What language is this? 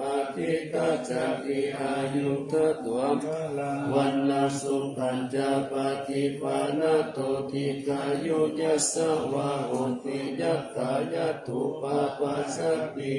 Pali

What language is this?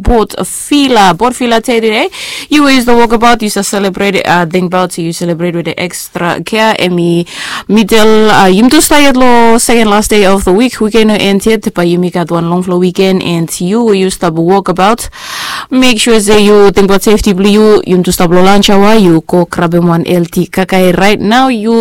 Bislama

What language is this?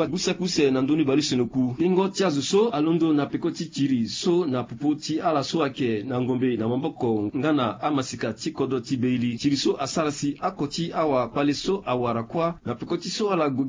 Sango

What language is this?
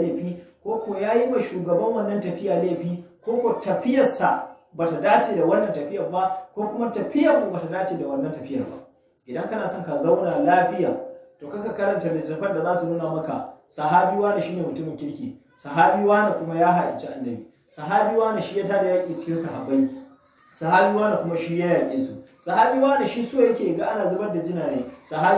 Hausa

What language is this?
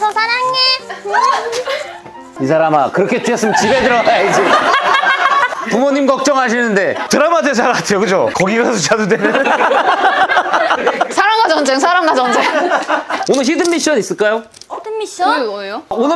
Korean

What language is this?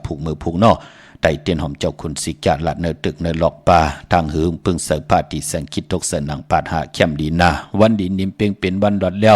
Shan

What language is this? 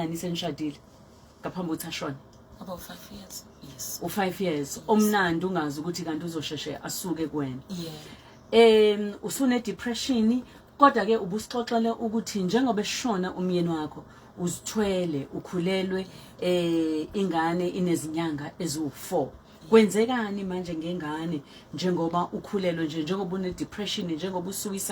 Zulu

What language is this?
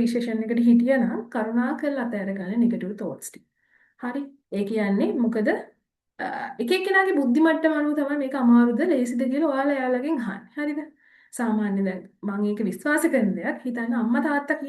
Sinhala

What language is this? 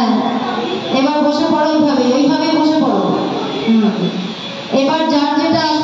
Bangla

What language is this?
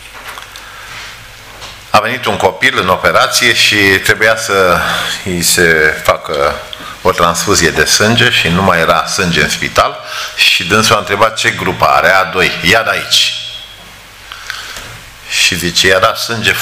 Romanian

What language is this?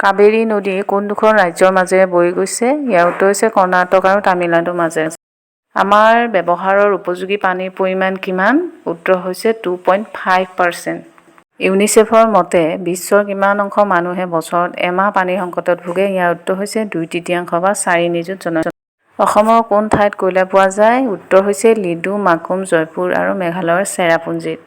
Assamese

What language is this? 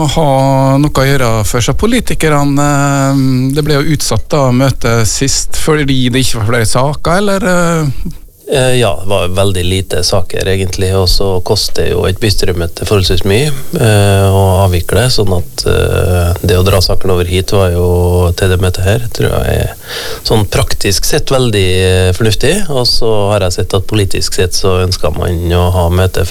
Norwegian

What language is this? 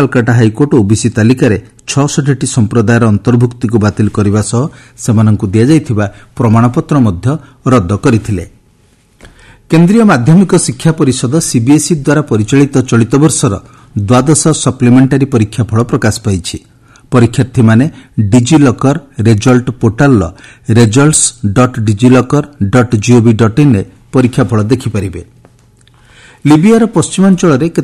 Odia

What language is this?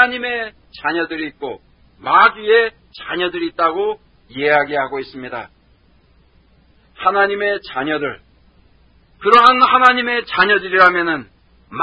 Korean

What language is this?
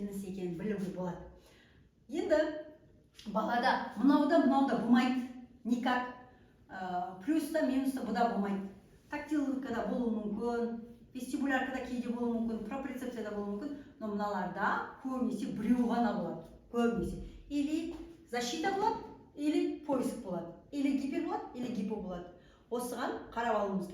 Kazakh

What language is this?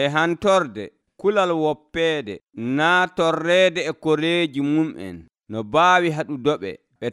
Nigerian Fulfulde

